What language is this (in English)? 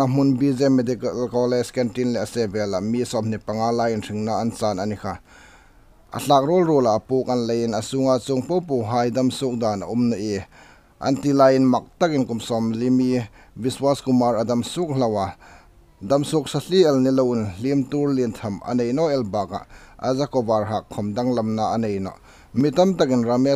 Hmar